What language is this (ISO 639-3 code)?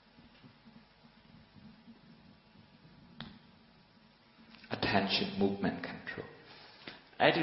mya